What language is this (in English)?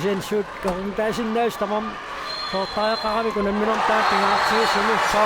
Kalaallisut